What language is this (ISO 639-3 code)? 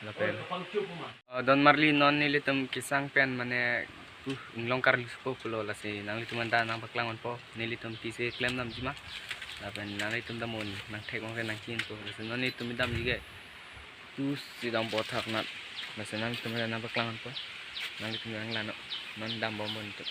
mjw